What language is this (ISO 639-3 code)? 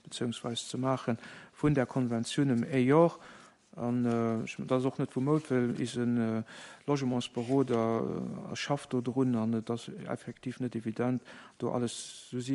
ltz